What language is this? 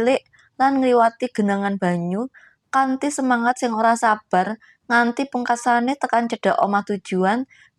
Javanese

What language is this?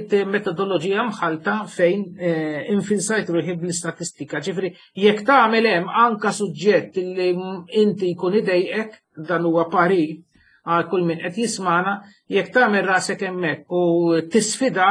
Maltese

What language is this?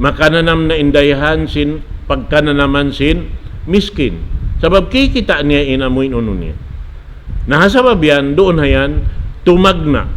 Tausug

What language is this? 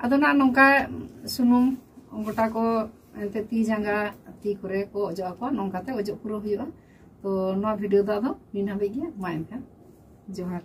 Santali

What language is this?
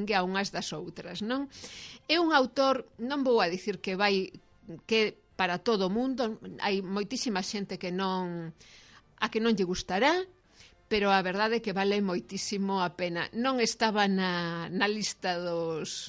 Galician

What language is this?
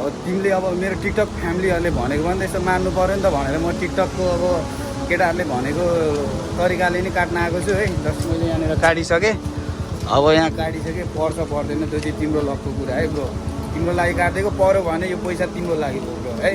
Nepali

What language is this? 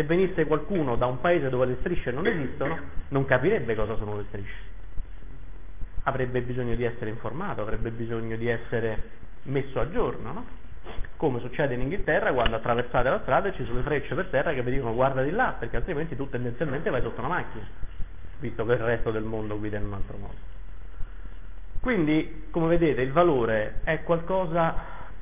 Italian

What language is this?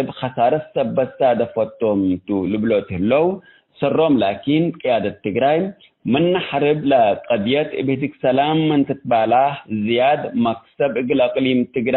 Tigre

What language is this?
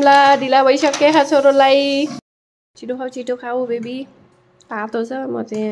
Nepali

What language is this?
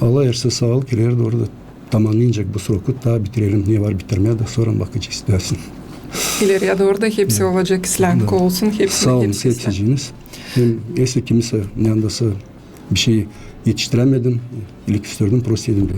Gagauz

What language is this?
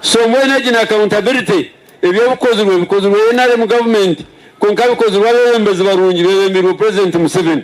Nyankole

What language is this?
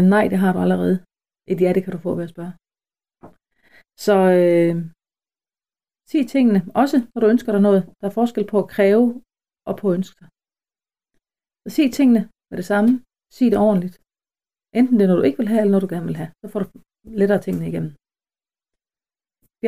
Danish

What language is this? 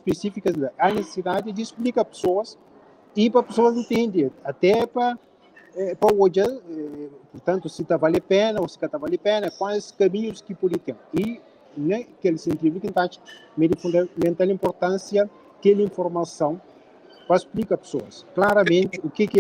Kabuverdianu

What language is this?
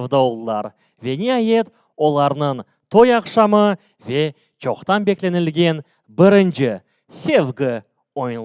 Crimean Tatar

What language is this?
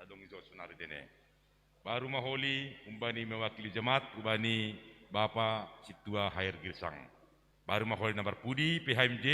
Batak Simalungun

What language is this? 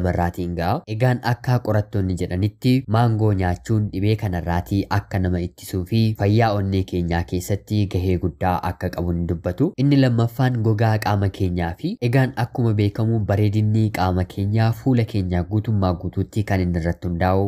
Oromo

